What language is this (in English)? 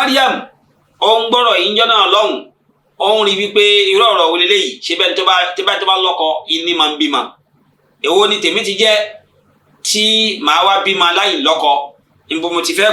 Yoruba